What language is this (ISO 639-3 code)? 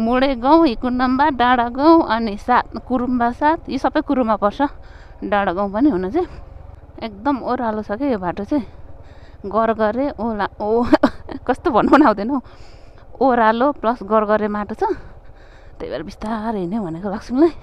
nep